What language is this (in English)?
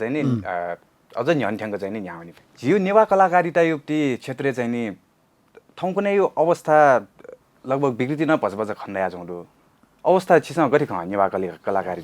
Newari